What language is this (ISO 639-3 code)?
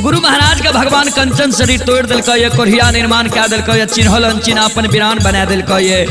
mai